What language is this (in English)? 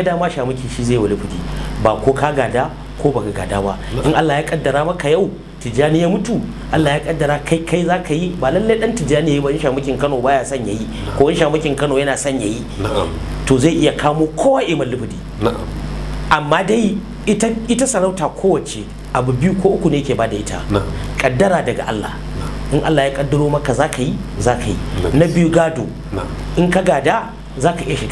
Hausa